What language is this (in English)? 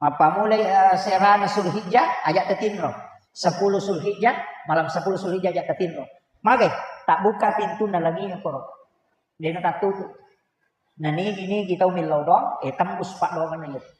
Buginese